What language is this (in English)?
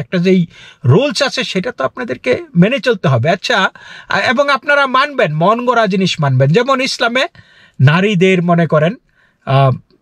Bangla